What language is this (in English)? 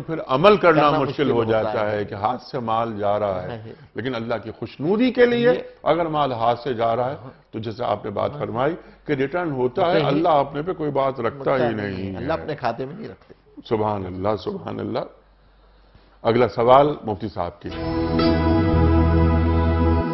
Urdu